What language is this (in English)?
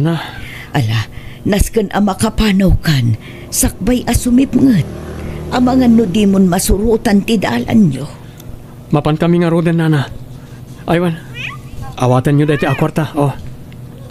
Iloko